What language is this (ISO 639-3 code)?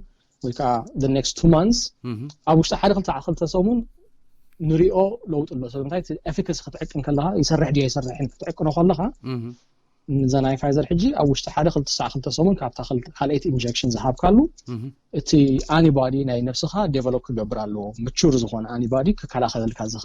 tir